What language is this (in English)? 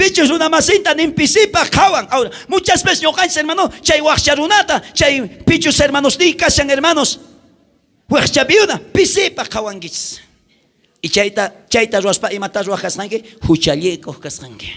South Bolivian Quechua